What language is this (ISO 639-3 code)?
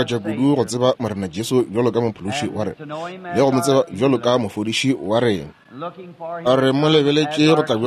nso